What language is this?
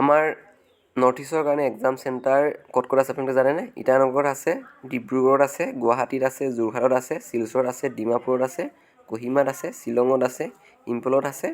Assamese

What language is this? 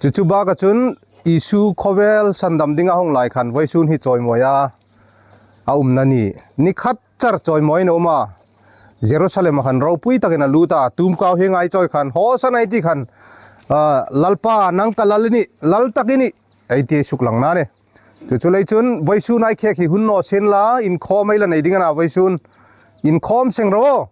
Hmar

